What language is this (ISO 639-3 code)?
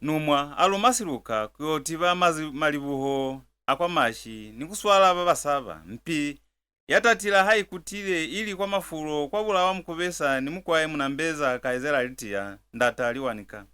loz